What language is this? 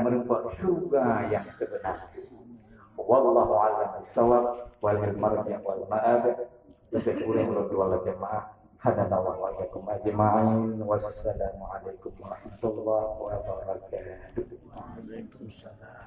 Achinese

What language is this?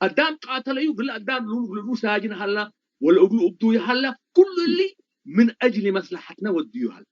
Tigre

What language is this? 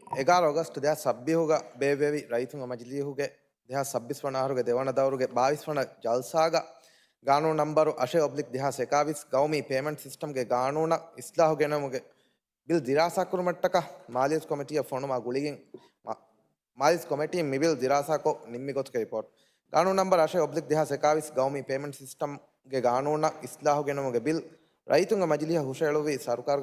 Divehi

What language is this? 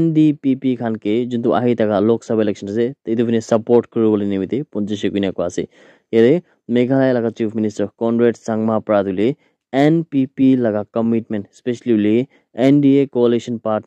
Naga Pidgin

